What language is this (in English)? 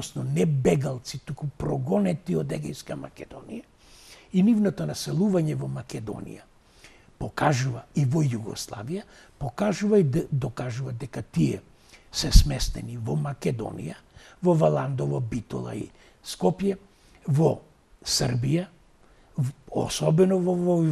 Macedonian